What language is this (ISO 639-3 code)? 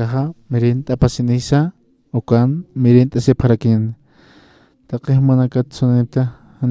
aym